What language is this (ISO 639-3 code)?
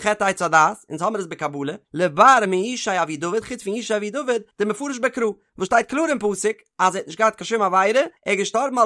yid